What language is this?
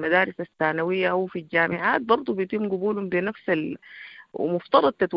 Sudanese Arabic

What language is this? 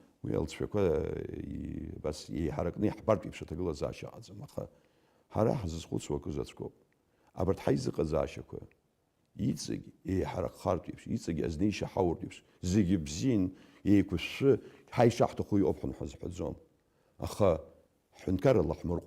Abkhazian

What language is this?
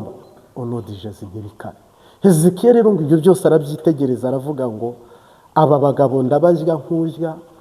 Kinyarwanda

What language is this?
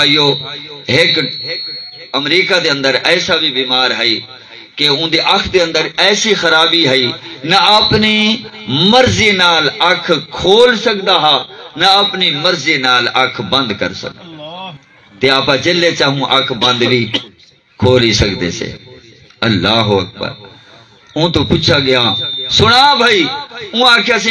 Saraiki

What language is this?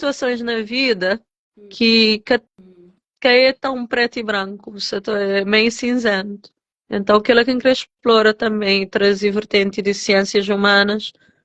Kabuverdianu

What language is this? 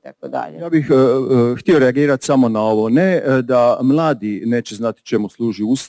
Croatian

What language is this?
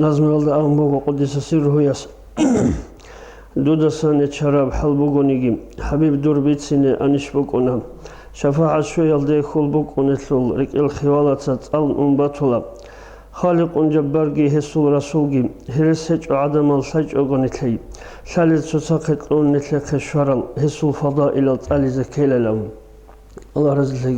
Avaric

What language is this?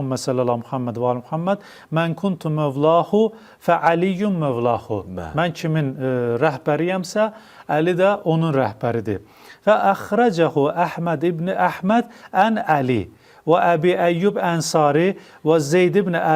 Azerbaijani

